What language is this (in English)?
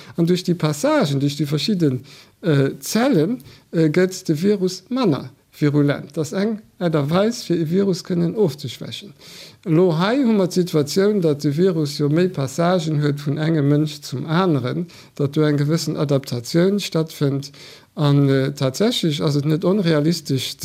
Luxembourgish